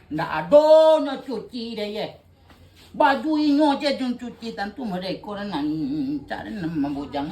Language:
Minangkabau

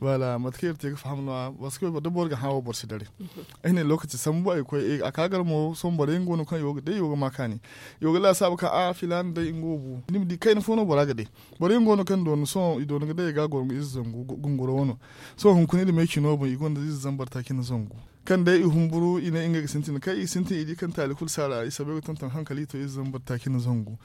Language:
Zarma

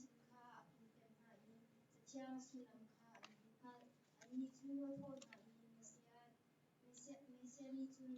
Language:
Hakha Chin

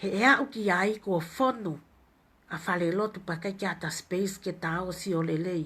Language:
Tongan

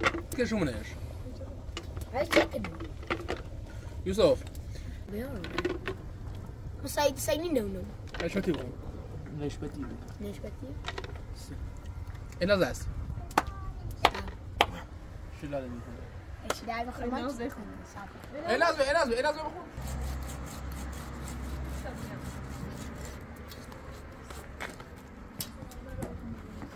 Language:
Persian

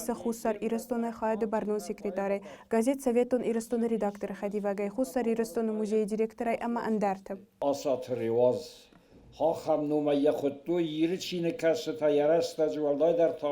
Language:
Ossetic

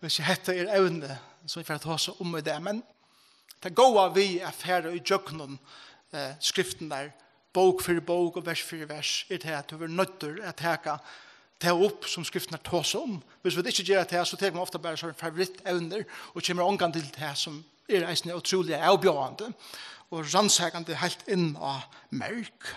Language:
Faroese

